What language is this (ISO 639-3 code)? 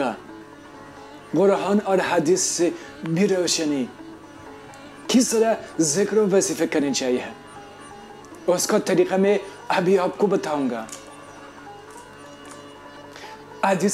urd